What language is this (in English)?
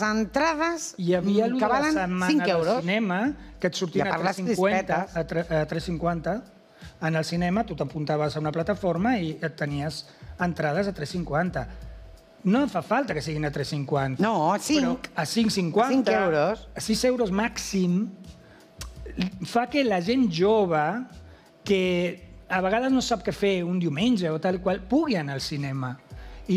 Catalan